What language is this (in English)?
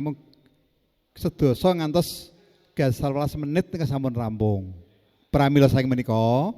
Javanese